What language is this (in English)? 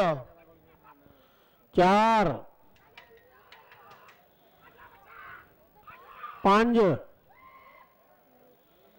Punjabi